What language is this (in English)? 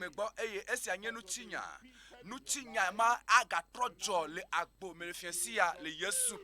Ewe